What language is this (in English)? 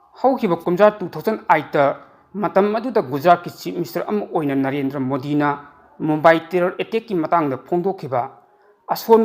Manipuri